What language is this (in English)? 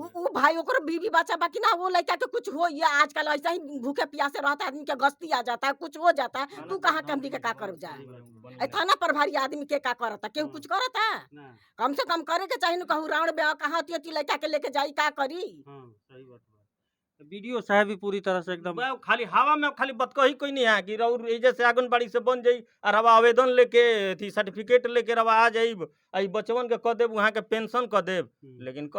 Bhojpuri